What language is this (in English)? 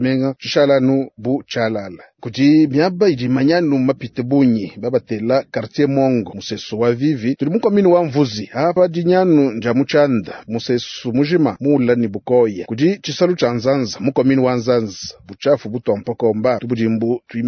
Luba-Lulua